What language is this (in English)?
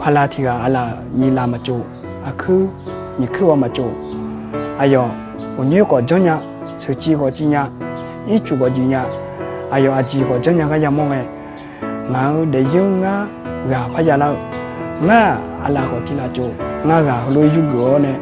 Akha